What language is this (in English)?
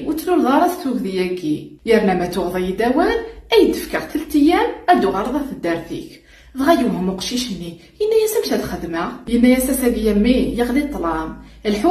Kabyle